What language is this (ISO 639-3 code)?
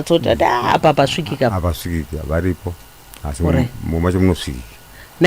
sna